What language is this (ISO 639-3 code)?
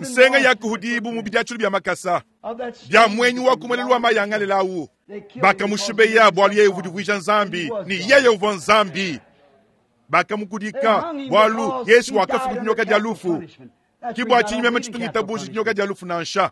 lua